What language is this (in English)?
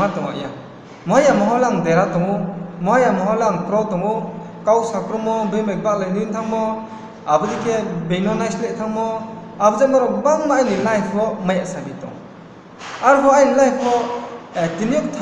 Riang (India)